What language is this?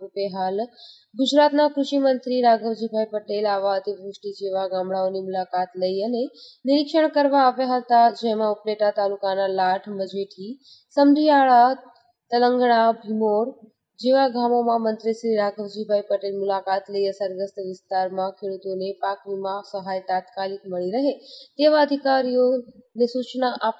Gujarati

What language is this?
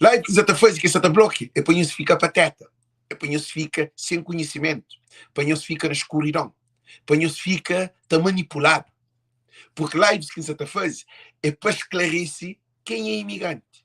Kabuverdianu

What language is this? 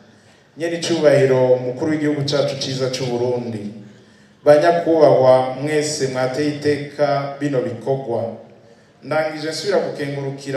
Rundi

